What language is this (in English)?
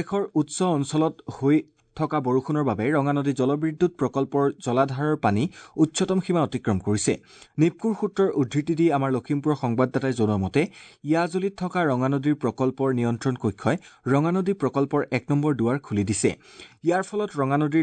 Assamese